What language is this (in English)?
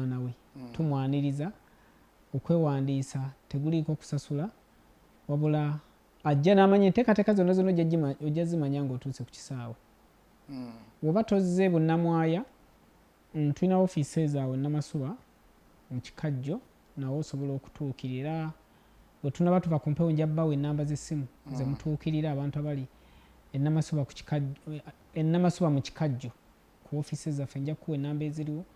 Ganda